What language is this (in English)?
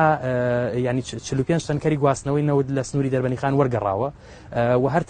Central Kurdish